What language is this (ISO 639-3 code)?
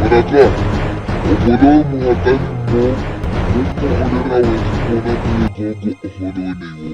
vmw